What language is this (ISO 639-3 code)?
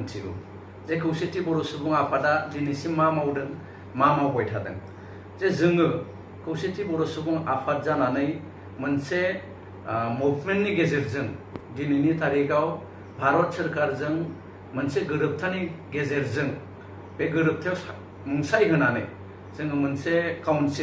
brx